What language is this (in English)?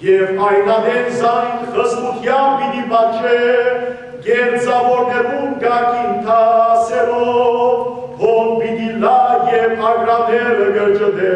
Western Armenian